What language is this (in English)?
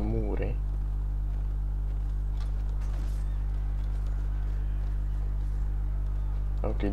Romanian